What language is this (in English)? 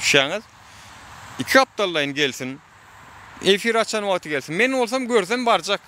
Turkmen